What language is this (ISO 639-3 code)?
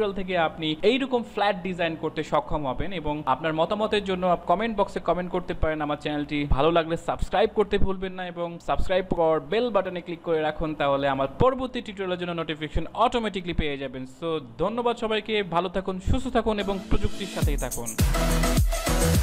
ben